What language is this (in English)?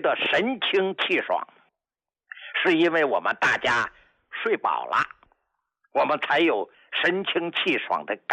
Chinese